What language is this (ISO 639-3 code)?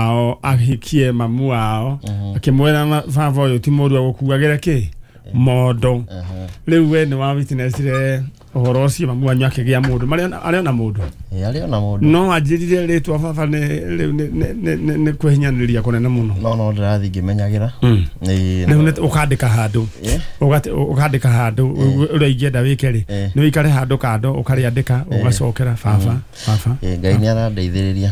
kik